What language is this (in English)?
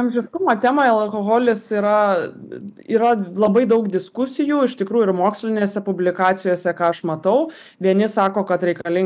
Lithuanian